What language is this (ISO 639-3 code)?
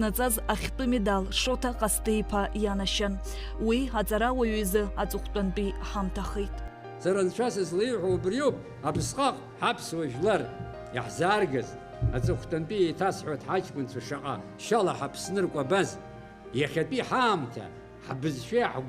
abk